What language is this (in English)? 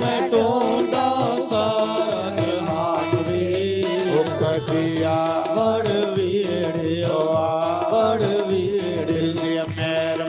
Dogri